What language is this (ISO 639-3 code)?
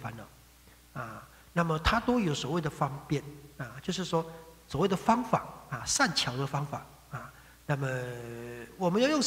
zho